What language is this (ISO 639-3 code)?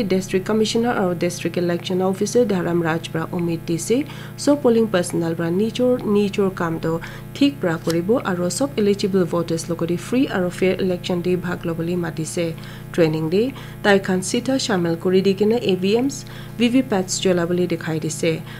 nag